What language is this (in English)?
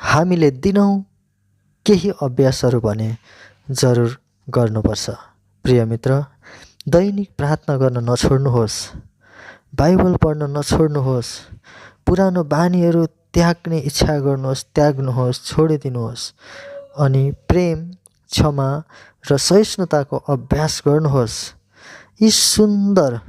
Nepali